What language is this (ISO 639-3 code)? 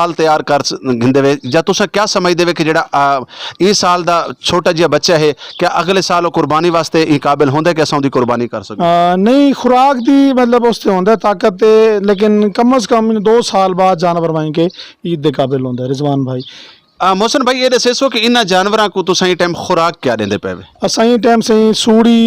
lah